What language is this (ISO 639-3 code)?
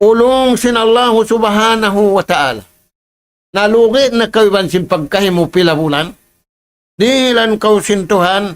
tsg